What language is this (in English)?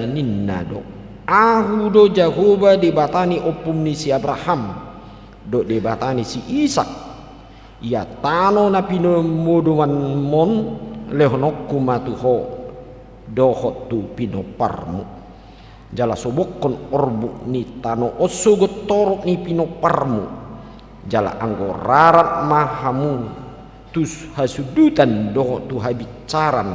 Batak Toba